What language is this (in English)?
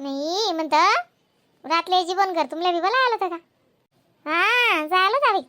Khandesi